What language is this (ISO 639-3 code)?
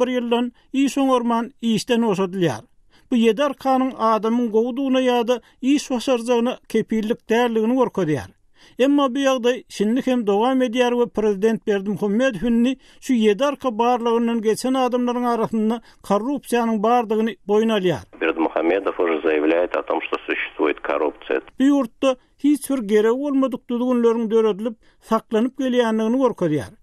tuk